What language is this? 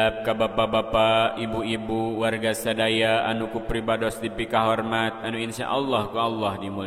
Sundanese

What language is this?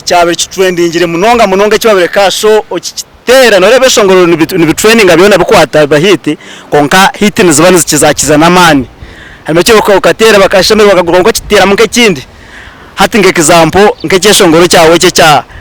Nyankole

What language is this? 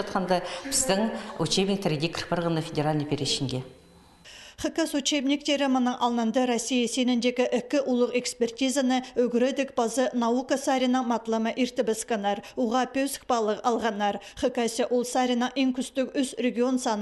Khakas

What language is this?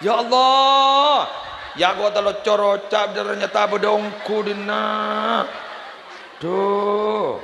Madurese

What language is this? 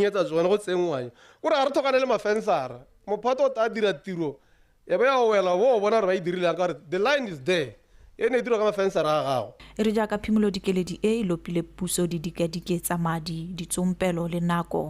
Tswana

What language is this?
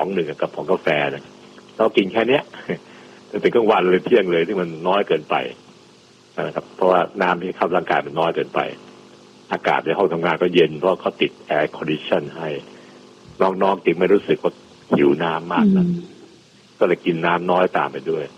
Thai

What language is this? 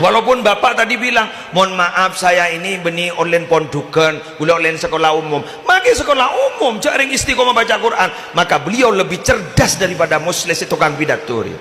Madurese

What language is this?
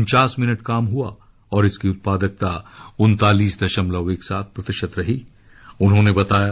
Hindi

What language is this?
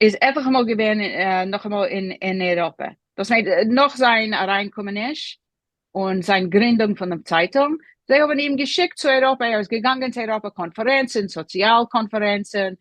Yiddish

